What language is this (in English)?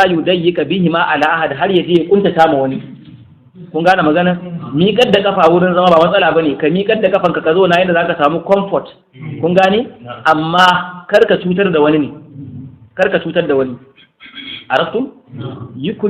Hausa